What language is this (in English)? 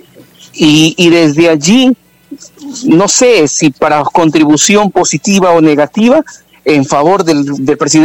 Spanish